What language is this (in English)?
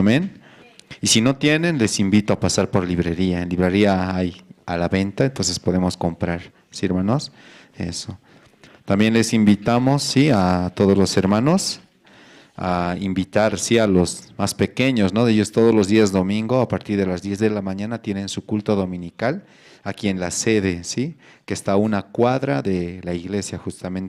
South Bolivian Quechua